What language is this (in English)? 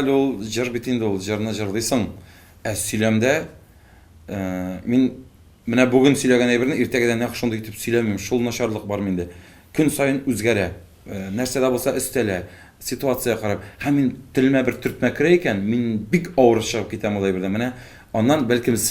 Tatar